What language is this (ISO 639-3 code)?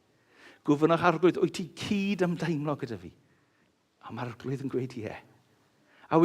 cym